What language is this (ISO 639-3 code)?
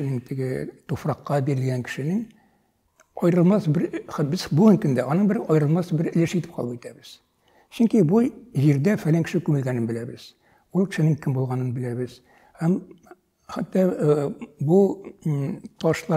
tat